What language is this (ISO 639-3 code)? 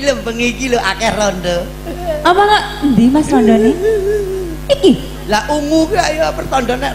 jav